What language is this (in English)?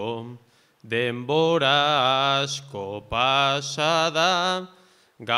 Basque